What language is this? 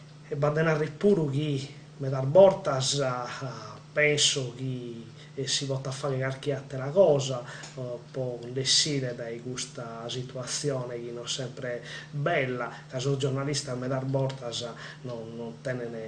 Sardinian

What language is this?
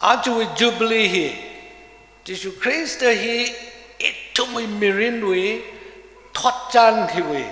Tangkhul Naga (India)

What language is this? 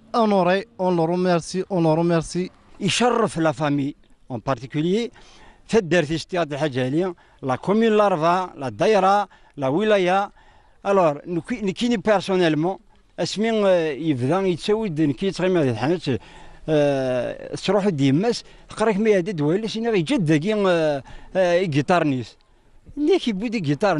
Kabyle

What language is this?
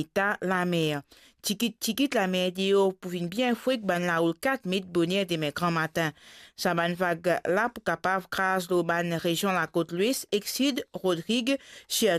Morisyen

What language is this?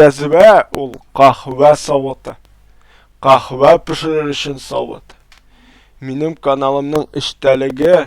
Tatar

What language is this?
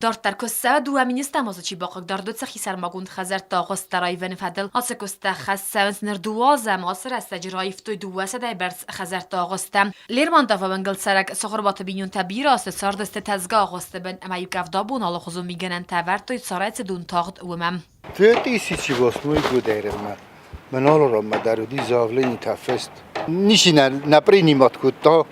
Ossetic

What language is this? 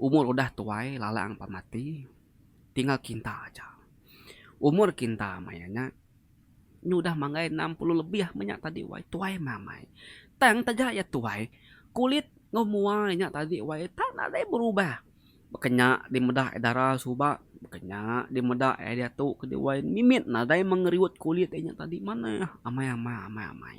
Iban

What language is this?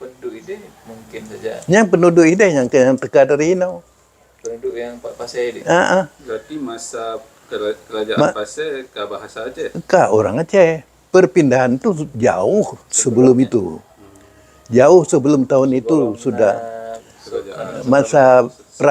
Achinese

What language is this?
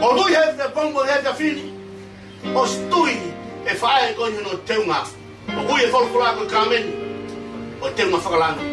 Tongan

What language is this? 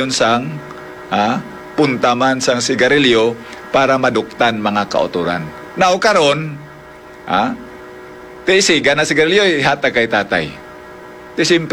Hiligaynon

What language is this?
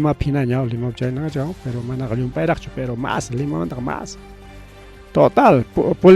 Ayacucho Quechua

